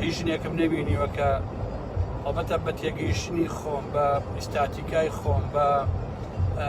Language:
Central Kurdish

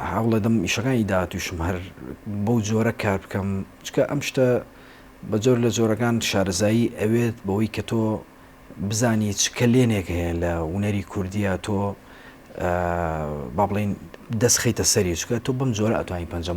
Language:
Central Kurdish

